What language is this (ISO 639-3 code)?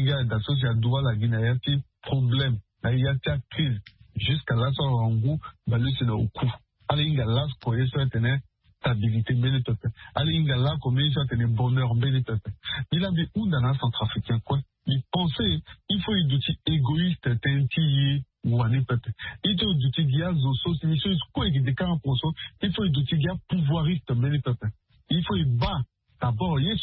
sag